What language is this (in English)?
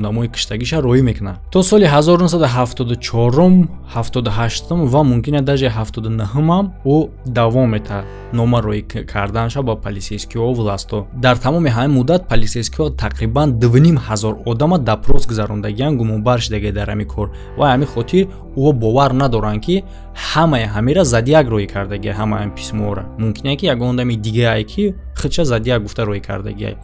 Tajik